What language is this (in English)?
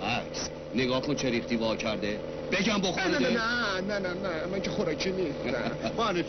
Persian